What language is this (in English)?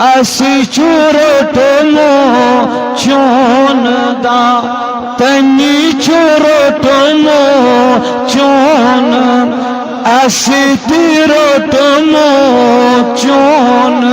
Kashmiri